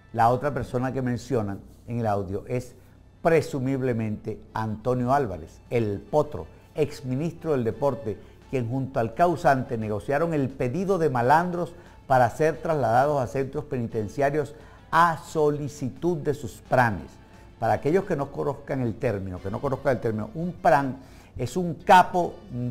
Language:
Spanish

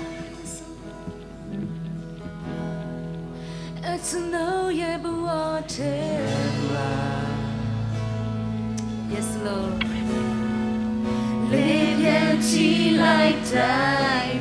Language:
Burmese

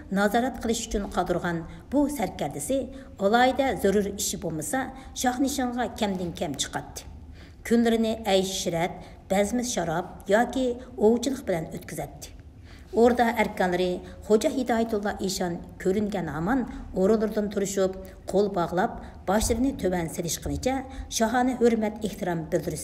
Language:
Uyghur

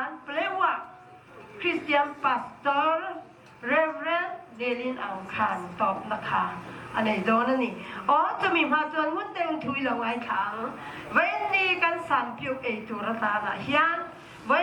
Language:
Hakha Chin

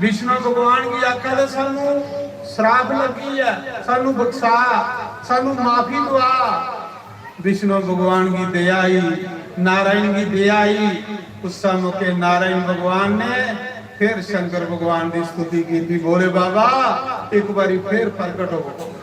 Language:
Dogri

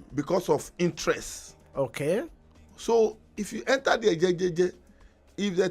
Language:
Nigerian Pidgin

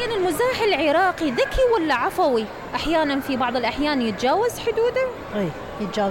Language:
Mesopotamian Arabic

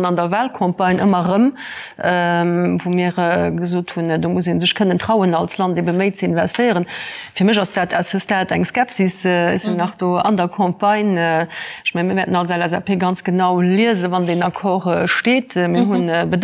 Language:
Luxembourgish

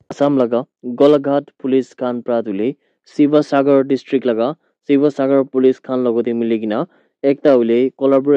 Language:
Naga Pidgin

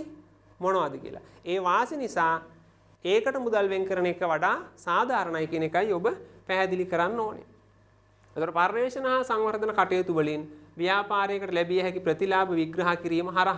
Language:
Sinhala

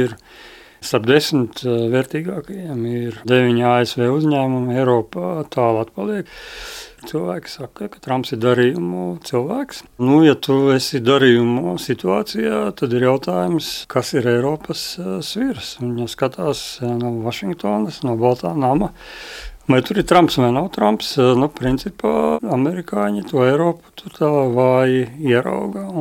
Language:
Latvian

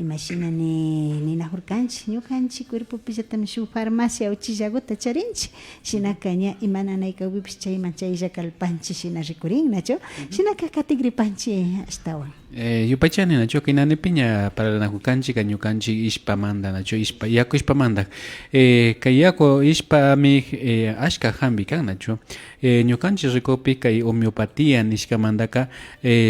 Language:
Imbabura Highland Quichua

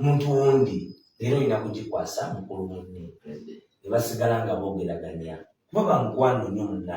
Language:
Ganda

